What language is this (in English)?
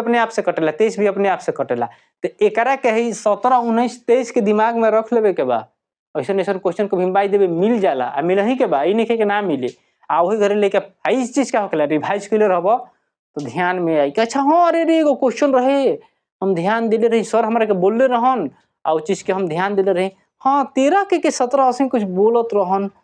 Bhojpuri